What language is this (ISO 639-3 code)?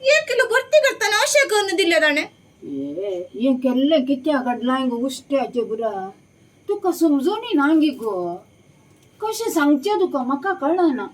kok